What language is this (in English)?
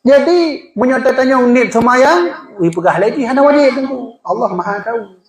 Achinese